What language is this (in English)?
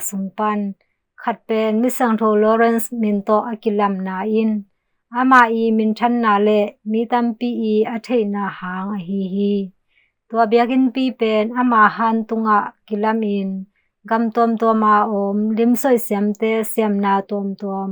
Tedim Chin